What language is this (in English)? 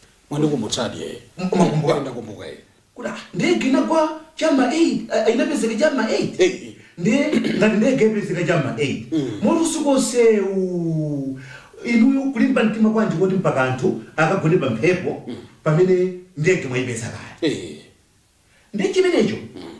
Nyanja